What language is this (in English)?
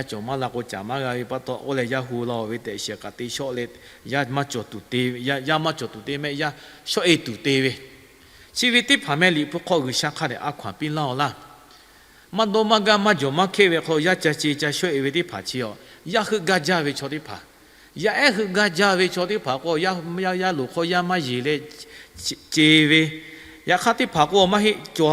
Lahu